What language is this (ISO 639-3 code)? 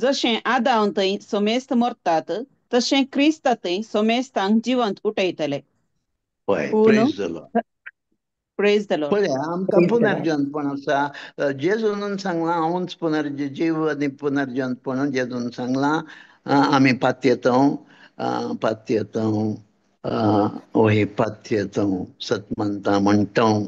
kok